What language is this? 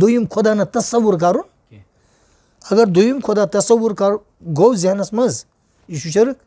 Kashmiri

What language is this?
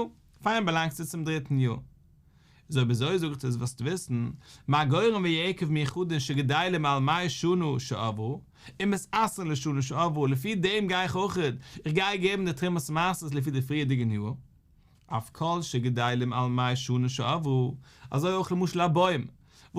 Yiddish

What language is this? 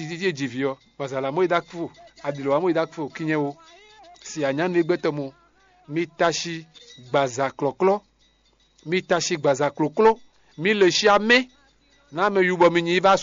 Fon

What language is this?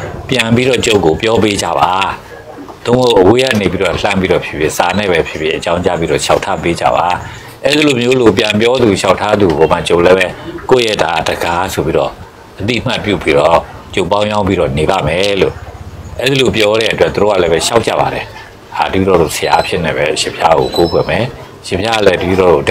Burmese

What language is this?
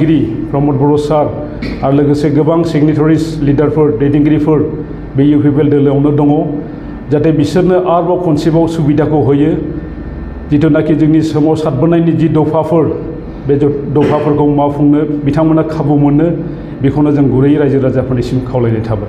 Bodo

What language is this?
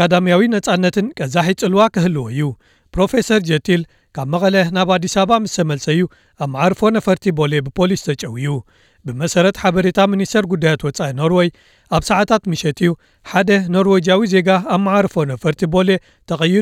Tigrinya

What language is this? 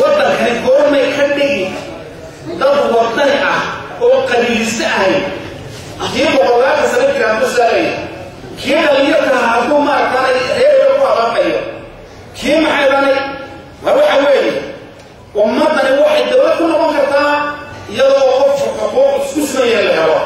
Somali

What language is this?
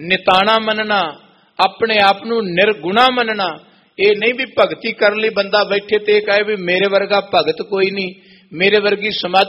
Punjabi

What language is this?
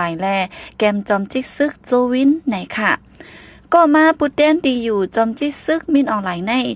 Shan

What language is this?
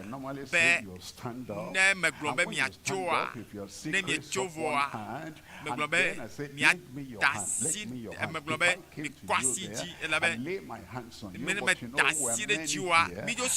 Ewe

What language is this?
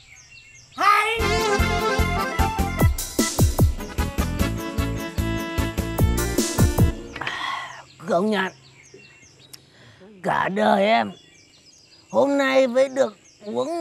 Vietnamese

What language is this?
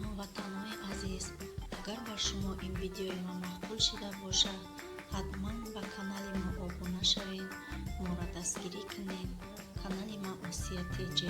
Tajik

